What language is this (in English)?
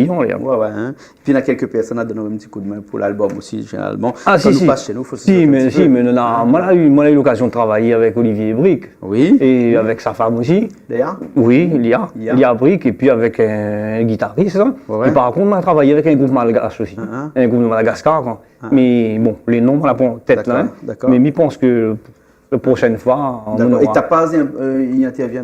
Réunion Creole French